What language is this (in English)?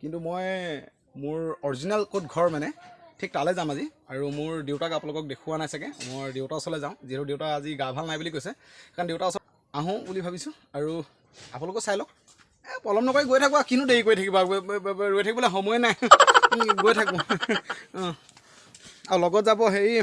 Assamese